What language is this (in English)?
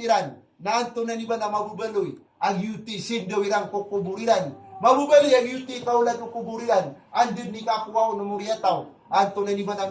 Maranao